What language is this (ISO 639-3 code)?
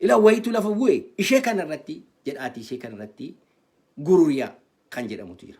orm